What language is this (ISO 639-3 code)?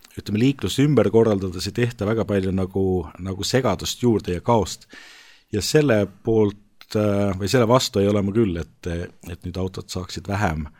est